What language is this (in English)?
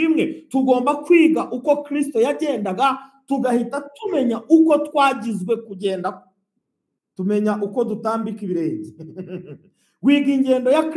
Kinyarwanda